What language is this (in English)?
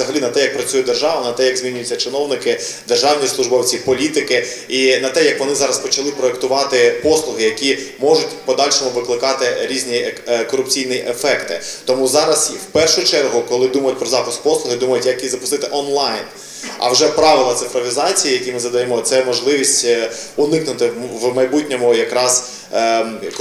Ukrainian